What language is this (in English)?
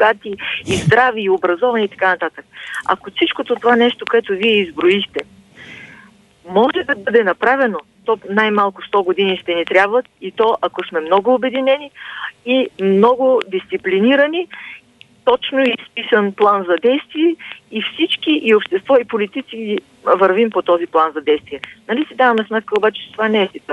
Bulgarian